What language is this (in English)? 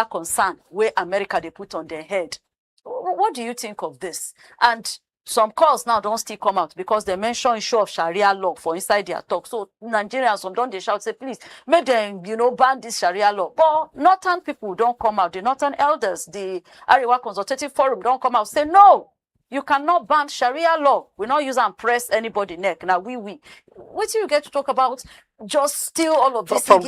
Nigerian Pidgin